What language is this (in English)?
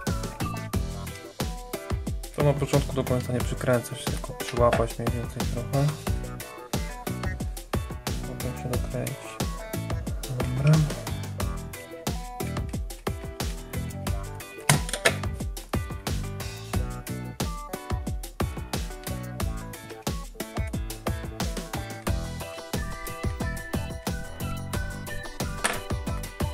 Polish